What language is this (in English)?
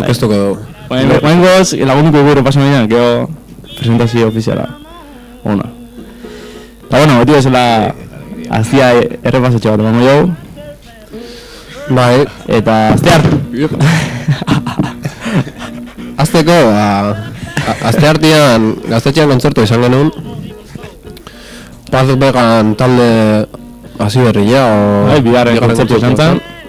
Basque